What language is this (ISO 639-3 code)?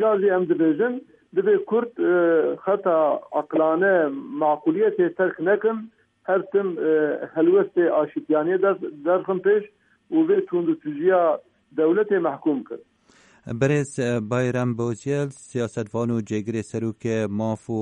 kur